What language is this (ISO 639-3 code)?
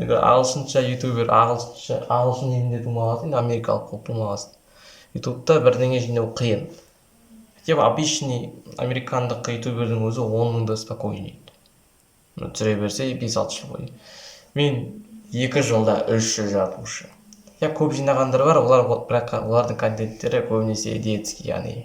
kaz